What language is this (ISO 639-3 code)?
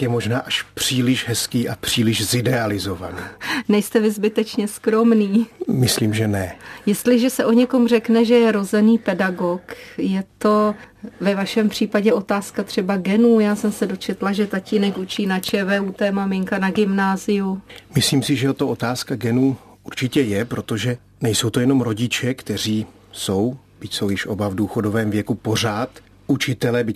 ces